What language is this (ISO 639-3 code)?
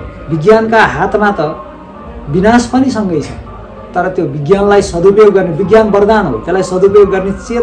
nep